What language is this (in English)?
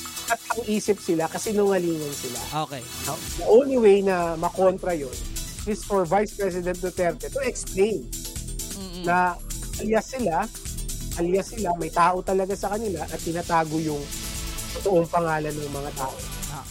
Filipino